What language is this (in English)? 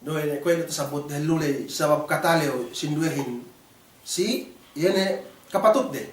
Yakan